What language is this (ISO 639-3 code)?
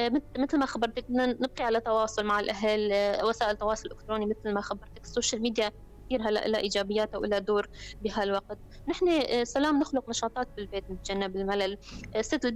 apc